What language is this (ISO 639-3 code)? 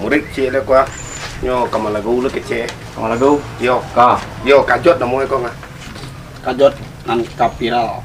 min